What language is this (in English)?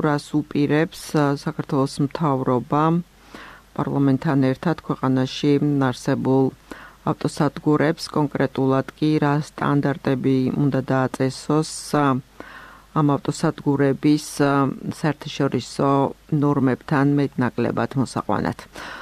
Georgian